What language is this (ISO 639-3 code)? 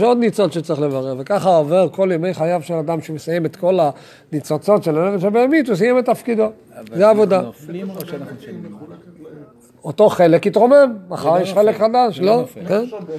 heb